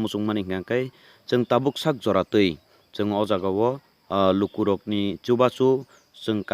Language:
Kok Borok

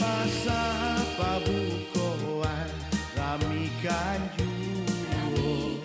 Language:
Minangkabau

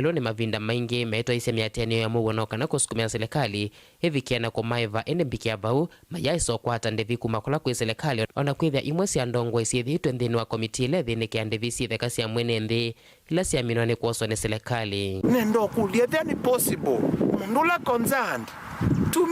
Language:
Kamba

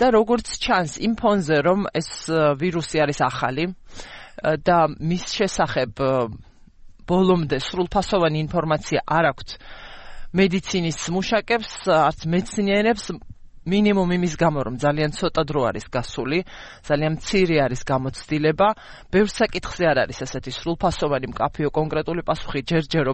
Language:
Georgian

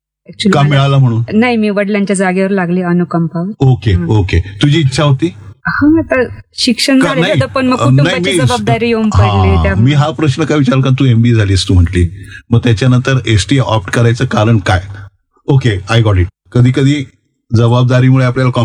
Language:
Marathi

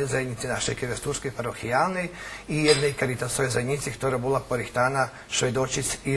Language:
Rusyn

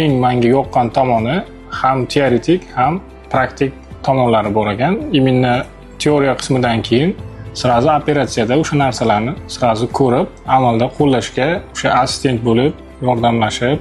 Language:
Uzbek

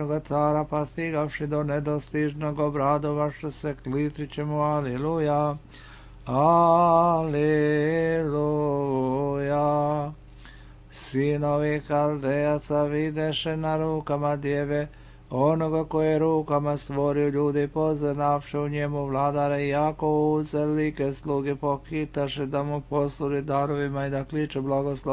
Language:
Serbian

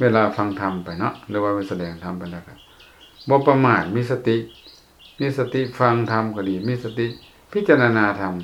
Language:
Lao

